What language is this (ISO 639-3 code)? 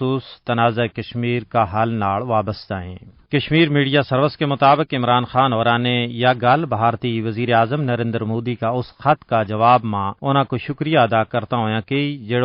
gju